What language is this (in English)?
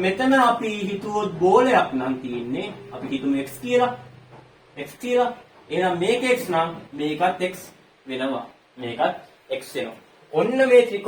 Sinhala